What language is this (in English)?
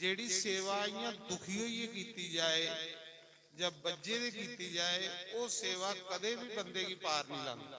Dogri